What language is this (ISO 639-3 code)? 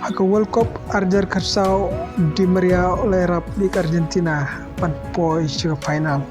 kha